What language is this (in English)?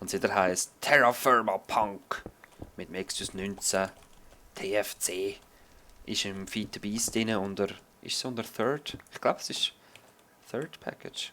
Swiss German